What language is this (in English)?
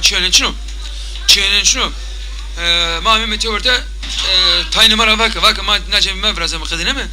Zaza